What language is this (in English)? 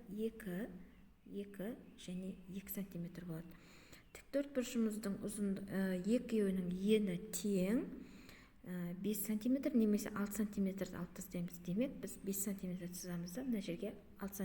Kazakh